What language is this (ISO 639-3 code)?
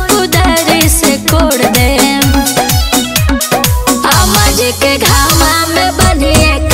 bho